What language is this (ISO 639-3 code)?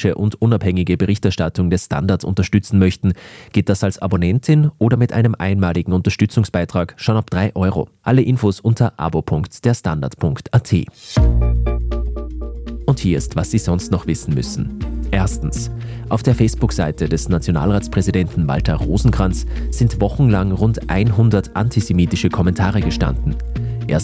deu